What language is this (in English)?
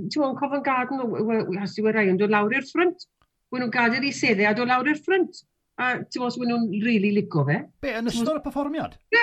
Welsh